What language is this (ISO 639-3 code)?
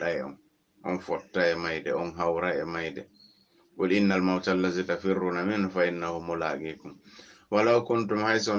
ful